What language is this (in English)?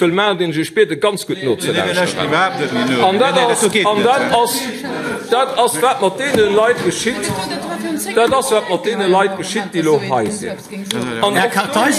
Luxembourgish